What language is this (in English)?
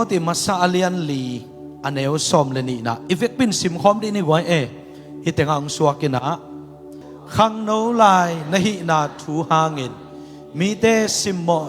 Tedim Chin